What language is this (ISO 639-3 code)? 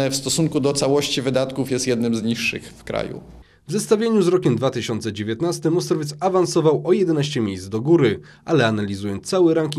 pol